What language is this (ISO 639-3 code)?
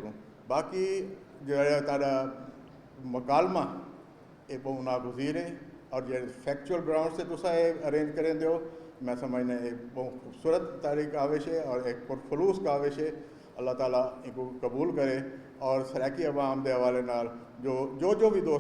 skr